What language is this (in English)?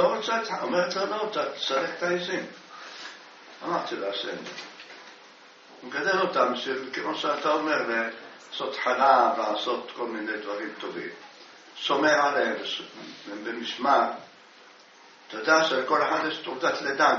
Hebrew